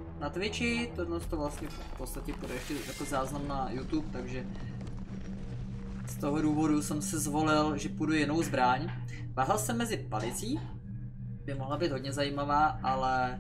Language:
Czech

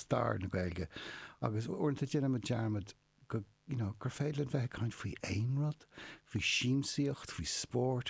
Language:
Irish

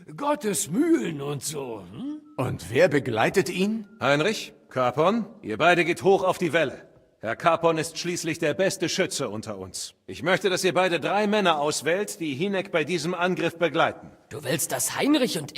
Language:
Bavarian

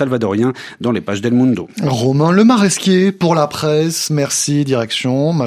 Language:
French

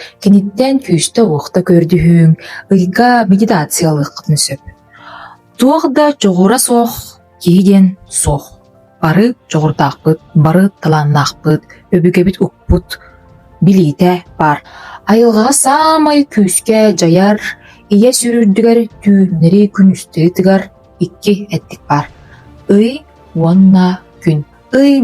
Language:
Yakut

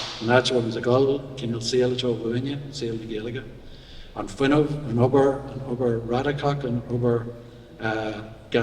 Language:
Irish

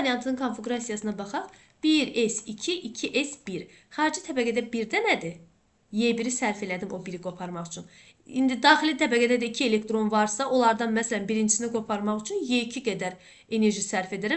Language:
Azerbaijani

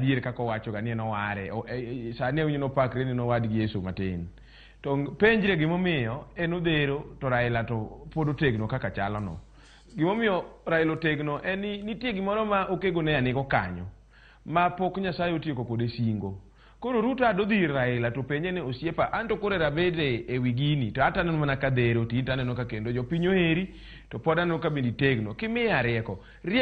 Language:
Luo (Kenya and Tanzania)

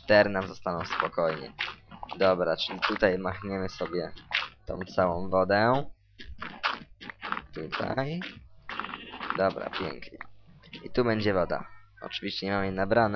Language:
Polish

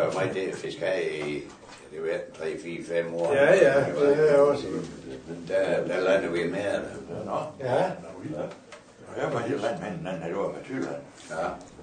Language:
Danish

